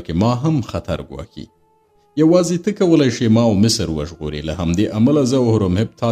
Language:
Pashto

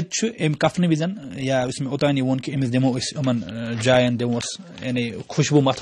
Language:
Kashmiri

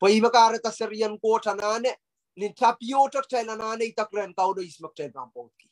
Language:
Pohnpeian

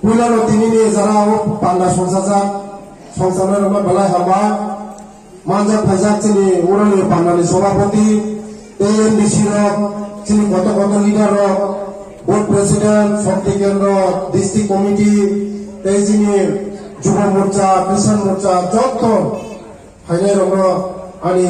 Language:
Riang (India)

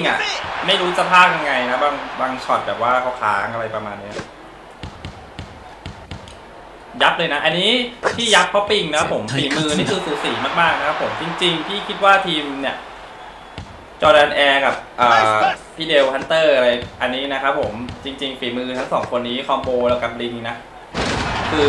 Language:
Thai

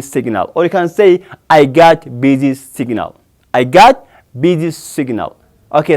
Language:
Oromo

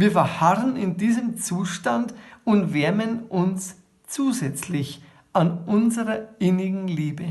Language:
Bavarian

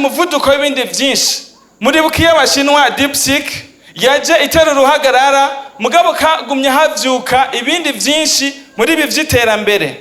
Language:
Rundi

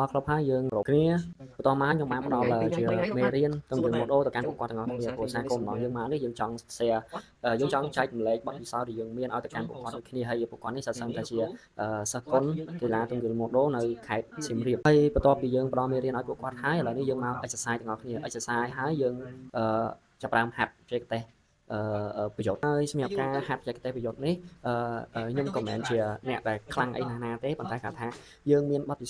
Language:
Khmer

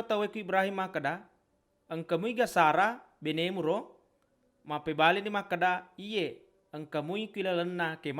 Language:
Buginese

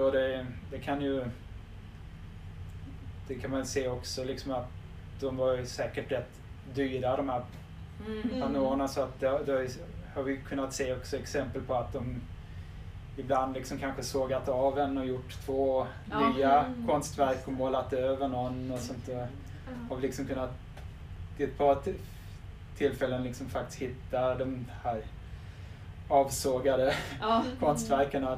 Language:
Swedish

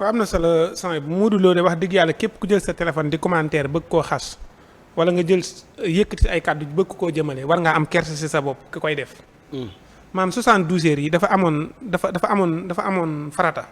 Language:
Wolof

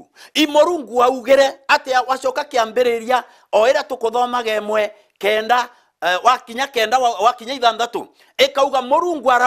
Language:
Meru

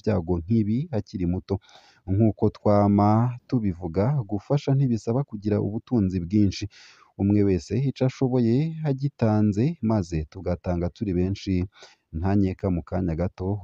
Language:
Rundi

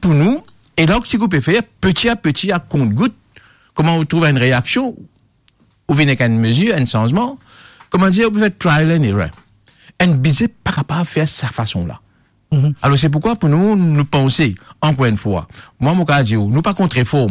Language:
Morisyen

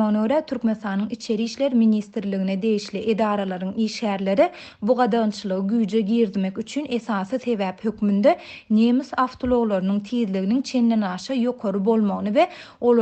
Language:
Turkmen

